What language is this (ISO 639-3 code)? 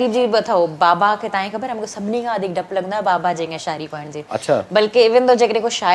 snd